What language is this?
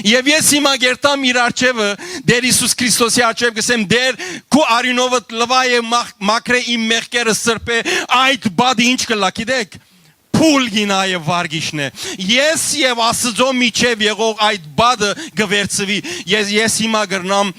Western Armenian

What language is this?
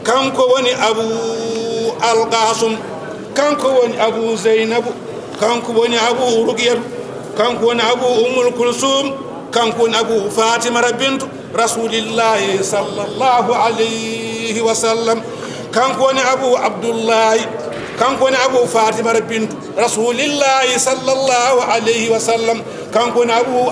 Fula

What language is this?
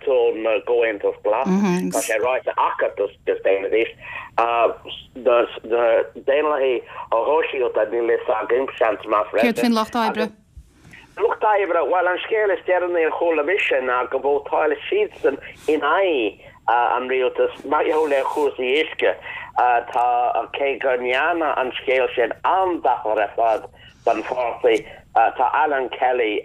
Irish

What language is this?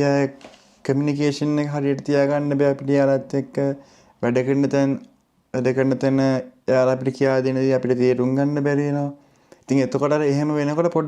Sinhala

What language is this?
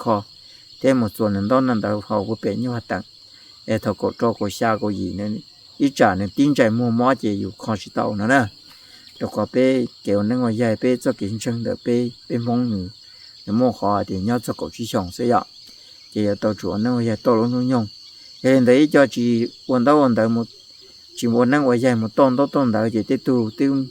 Hmong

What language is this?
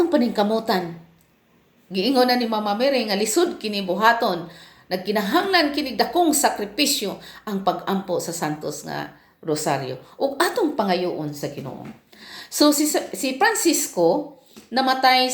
Cebuano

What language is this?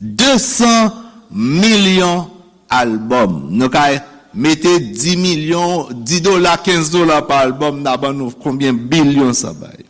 Haitian Creole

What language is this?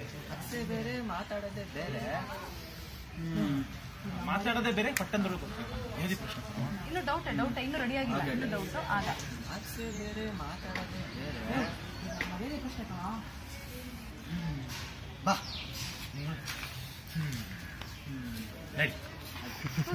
Kannada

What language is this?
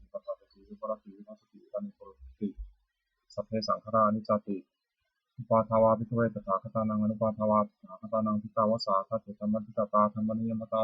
Pali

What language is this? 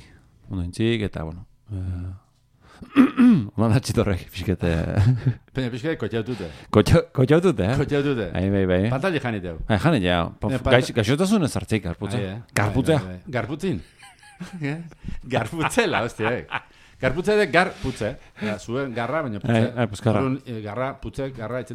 Basque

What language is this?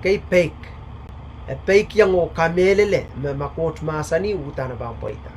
Pohnpeian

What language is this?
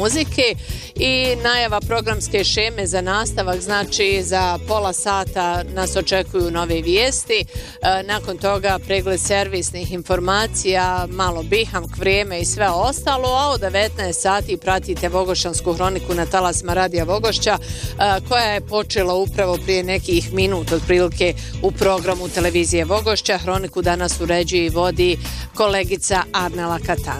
Bosnian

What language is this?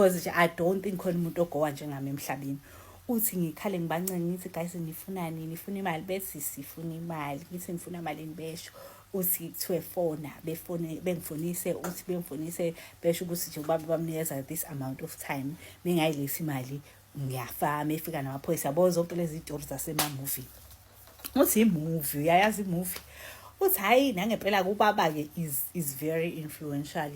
Zulu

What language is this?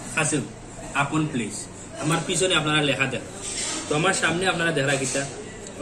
Sylheti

